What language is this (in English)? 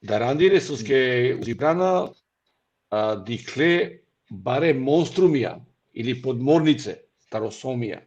Balkan Romani